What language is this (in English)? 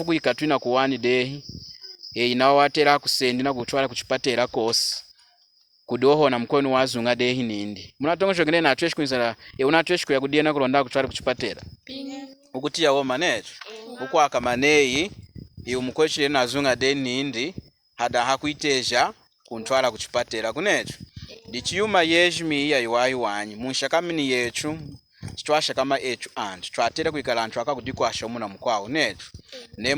Lunda